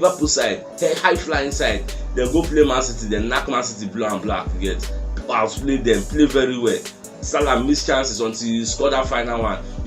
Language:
Nigerian Pidgin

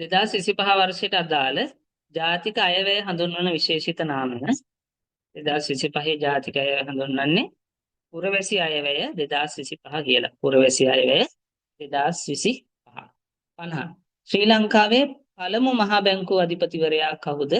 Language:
Sinhala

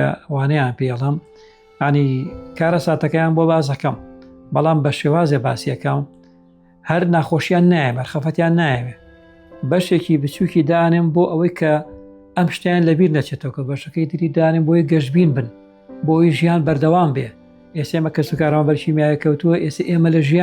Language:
Central Kurdish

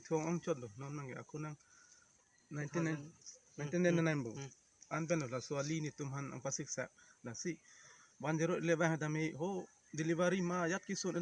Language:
Karbi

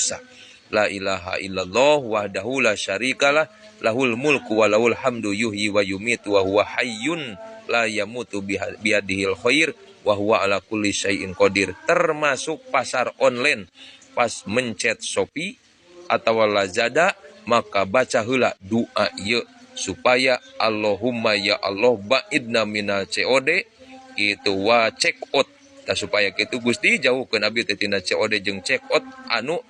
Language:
Sundanese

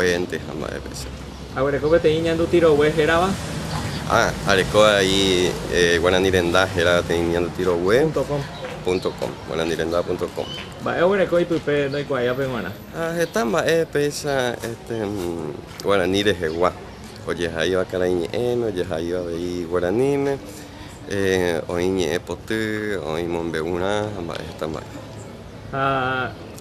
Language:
Guarani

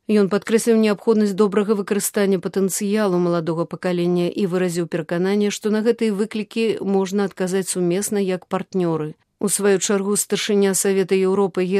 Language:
Belarusian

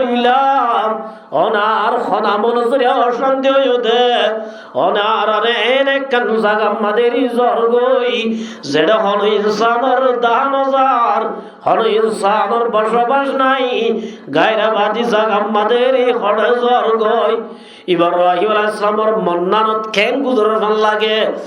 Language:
Rohingya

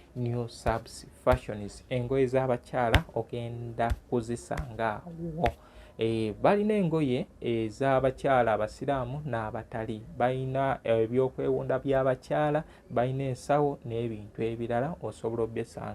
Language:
Ganda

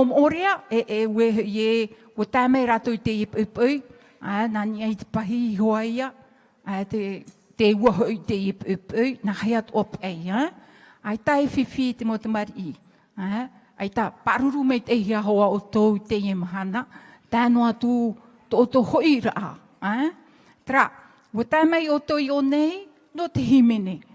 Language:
Tahitian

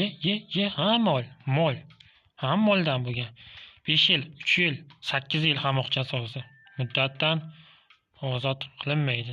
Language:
Uzbek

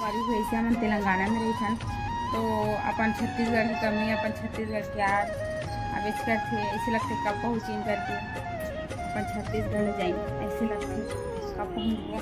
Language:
Chhattisgarhi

